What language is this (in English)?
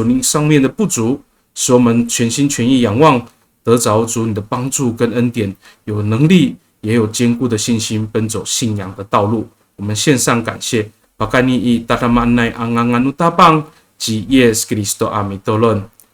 Amis